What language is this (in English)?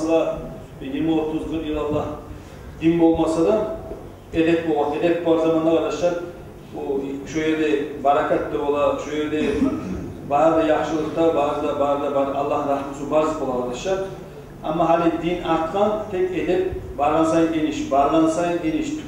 Kumyk